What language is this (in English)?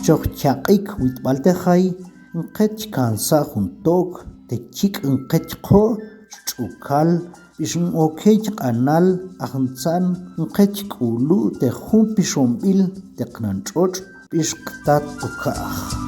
Tektiteko